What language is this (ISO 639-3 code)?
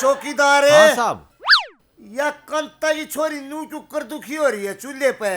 bgc